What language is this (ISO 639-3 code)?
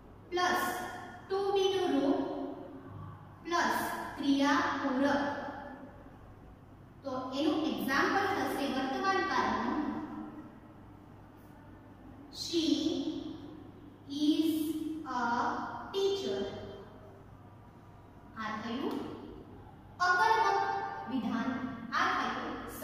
guj